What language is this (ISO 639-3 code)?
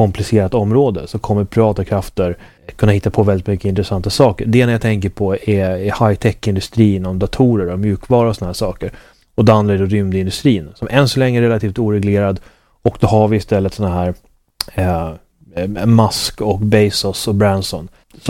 swe